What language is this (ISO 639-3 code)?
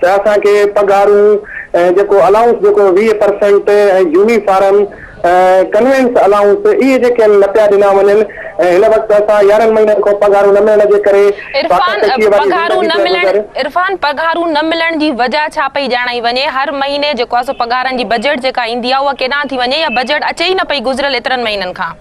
snd